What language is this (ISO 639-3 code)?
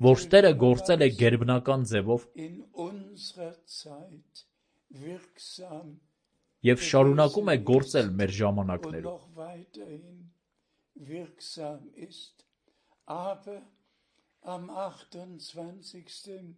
hye